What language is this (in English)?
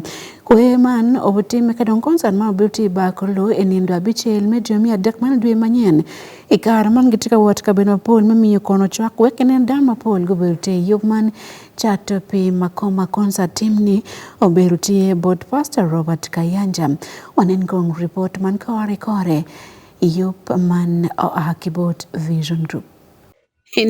Acoli